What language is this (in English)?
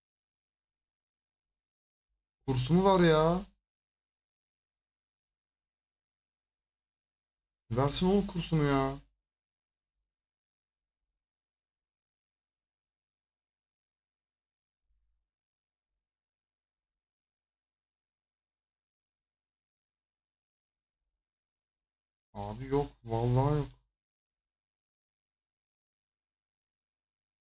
Turkish